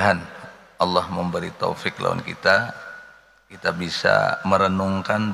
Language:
Banjar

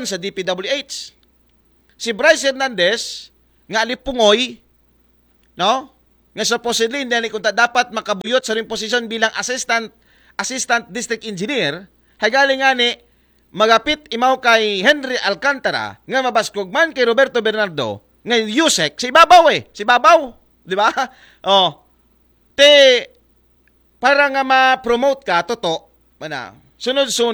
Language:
Aklanon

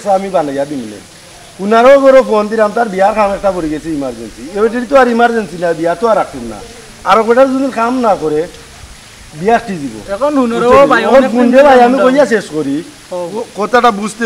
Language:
Sylheti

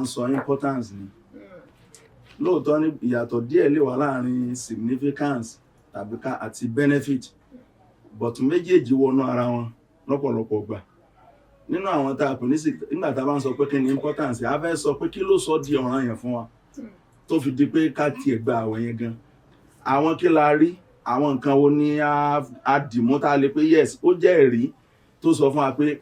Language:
Yoruba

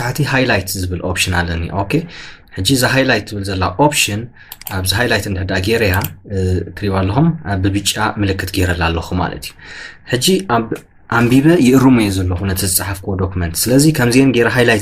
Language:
Tigrinya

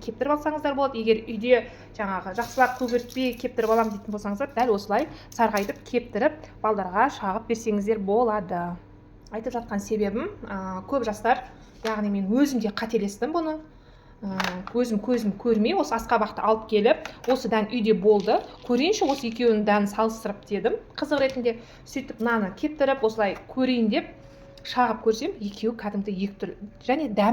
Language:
Kazakh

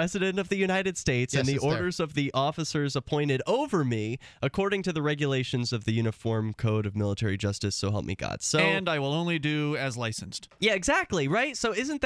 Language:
English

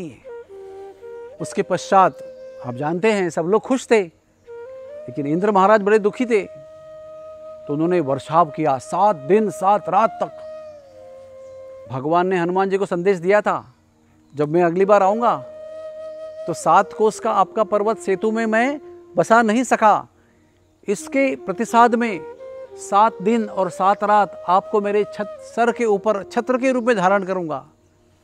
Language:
Hindi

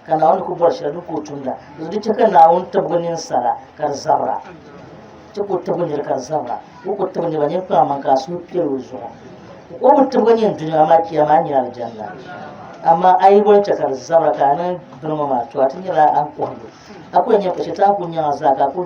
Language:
Dagbani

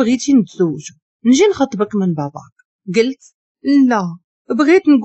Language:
Moroccan Arabic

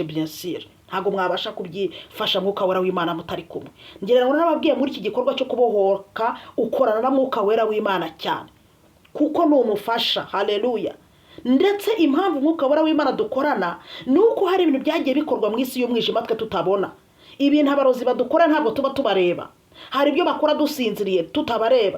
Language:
Kinyarwanda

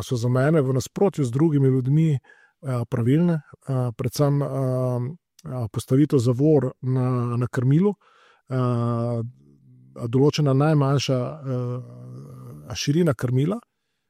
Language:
Slovenian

